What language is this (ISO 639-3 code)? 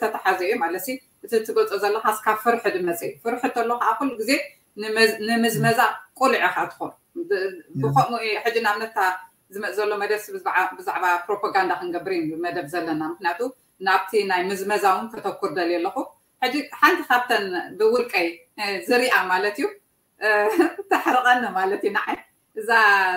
tir